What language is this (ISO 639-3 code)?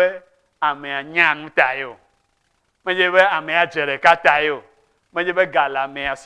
ewe